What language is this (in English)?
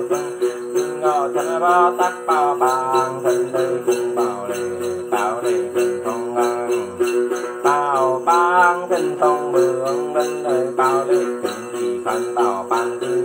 Vietnamese